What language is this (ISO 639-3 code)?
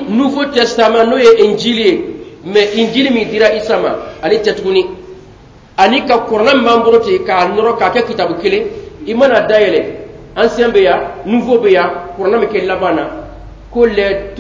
bam